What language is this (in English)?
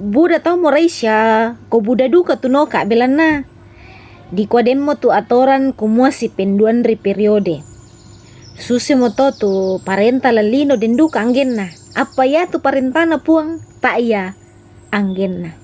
Toraja-Sa'dan